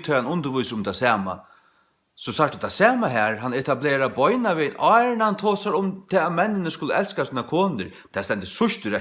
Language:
Faroese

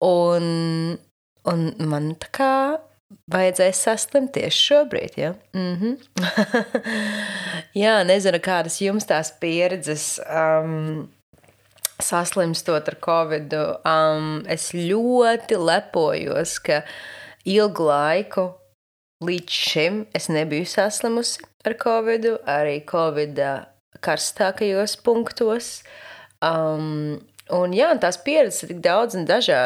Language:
Latvian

